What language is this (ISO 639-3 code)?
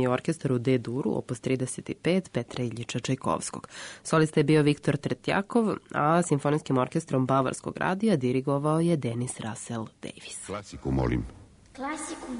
srp